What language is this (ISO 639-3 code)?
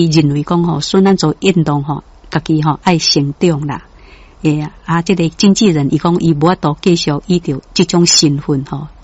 nan